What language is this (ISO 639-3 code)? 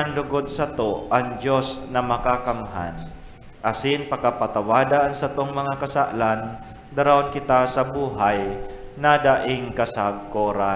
bik